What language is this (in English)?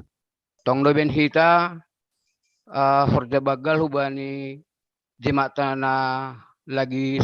Batak Simalungun